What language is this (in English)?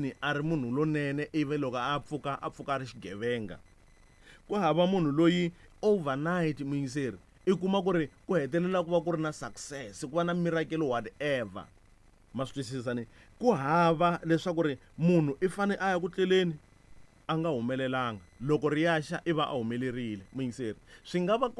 Tsonga